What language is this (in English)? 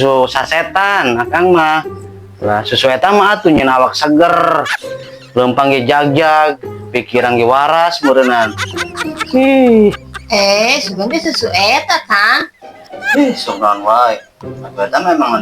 Sundanese